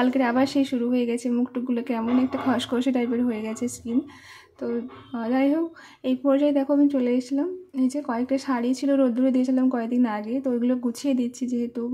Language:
Bangla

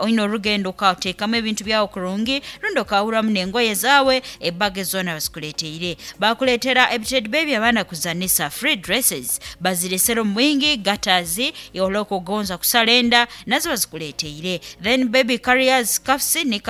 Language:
Nyoro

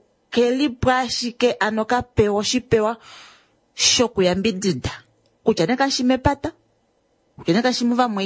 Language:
Kuanyama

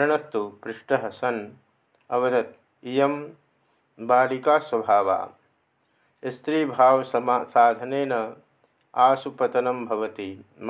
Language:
Sanskrit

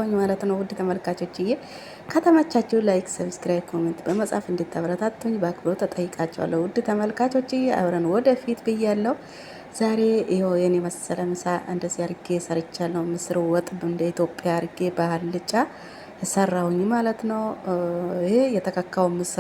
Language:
Amharic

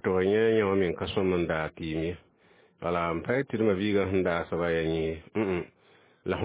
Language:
Mossi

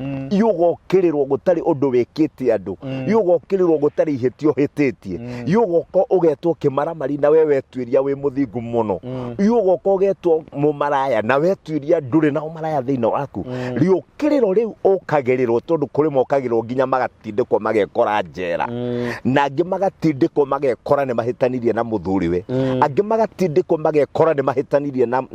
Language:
Kikuyu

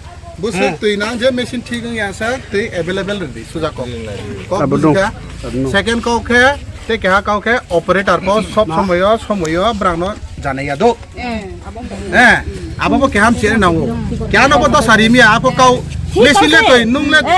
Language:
Riang (India)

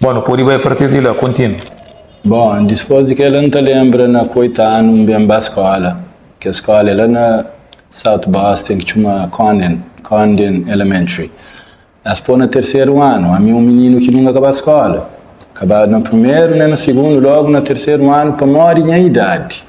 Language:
Kabuverdianu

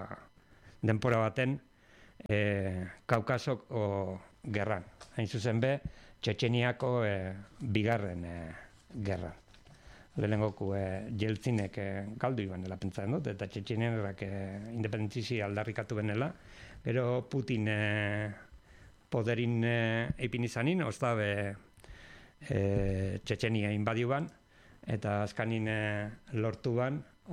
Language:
Basque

